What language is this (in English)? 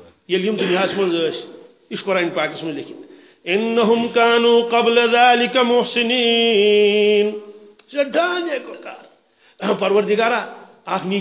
Kashmiri